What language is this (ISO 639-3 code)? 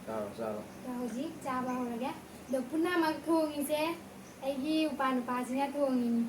mni